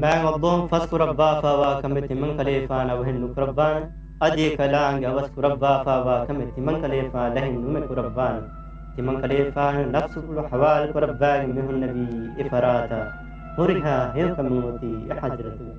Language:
Divehi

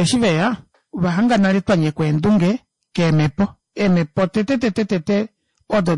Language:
Kuanyama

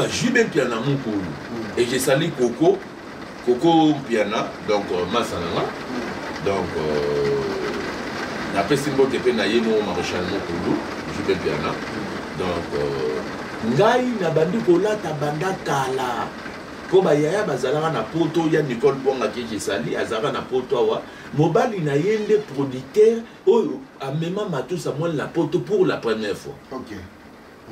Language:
Lingala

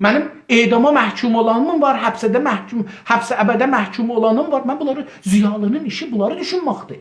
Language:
South Azerbaijani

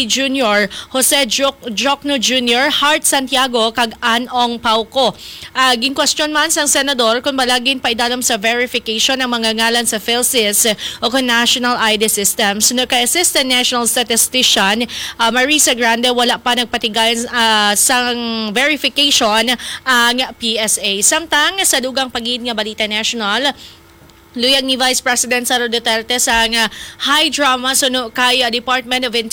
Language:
Hiligaynon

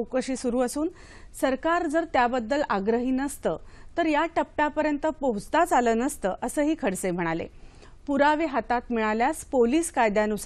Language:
Marathi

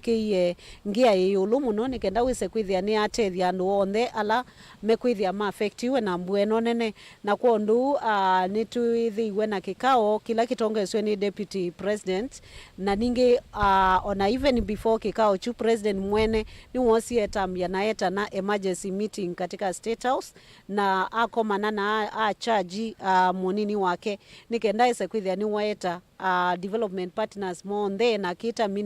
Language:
Kamba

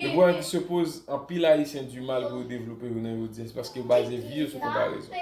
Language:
Haitian Creole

